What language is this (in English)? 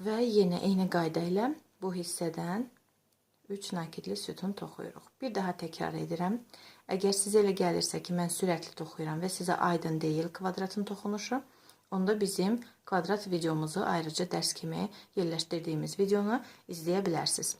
Azerbaijani